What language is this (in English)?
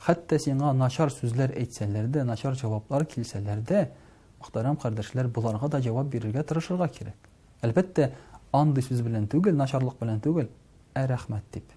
Tatar